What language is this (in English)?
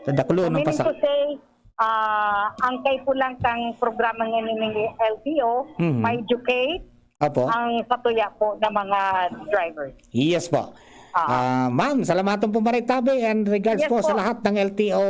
Bikol